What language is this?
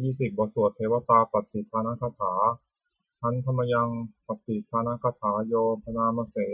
Pali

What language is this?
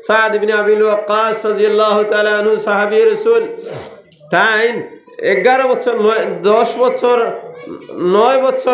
Sylheti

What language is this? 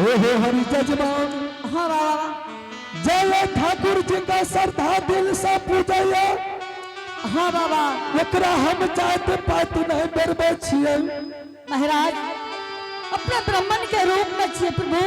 Angika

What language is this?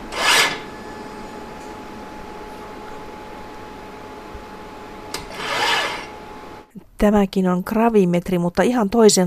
Finnish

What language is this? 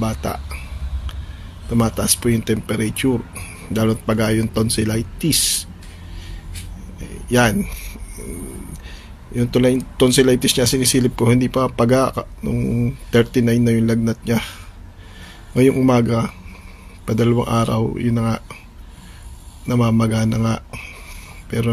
Filipino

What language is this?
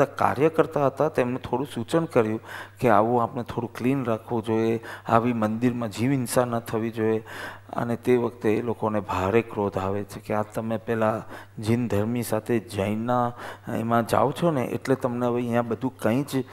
Gujarati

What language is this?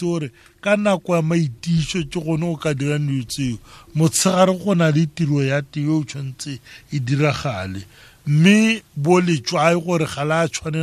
Tswana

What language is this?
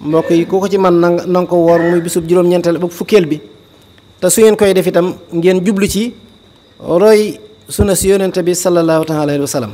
Wolof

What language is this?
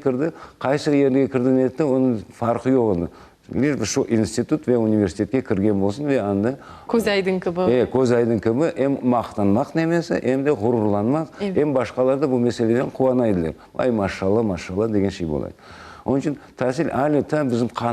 Crimean Tatar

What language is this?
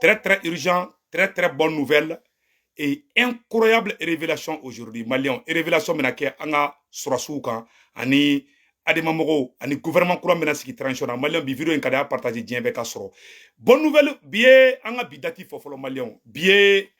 Bambara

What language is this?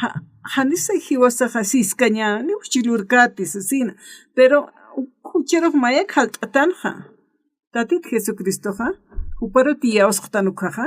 Aymara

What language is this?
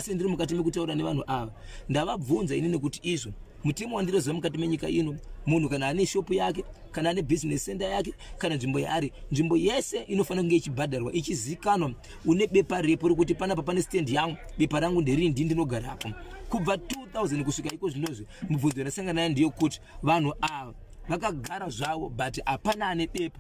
Shona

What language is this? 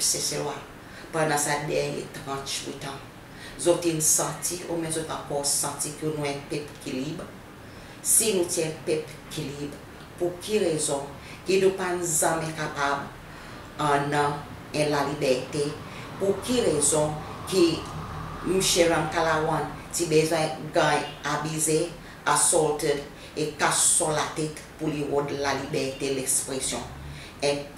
Seselwa Creole French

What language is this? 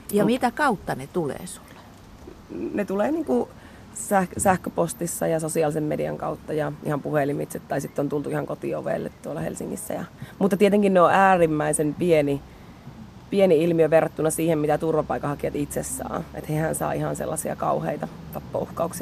Finnish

